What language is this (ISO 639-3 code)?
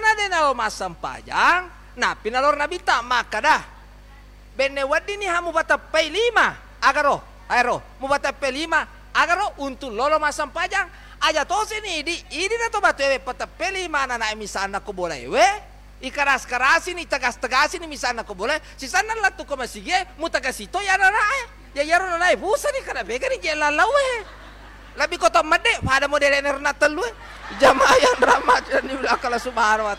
bug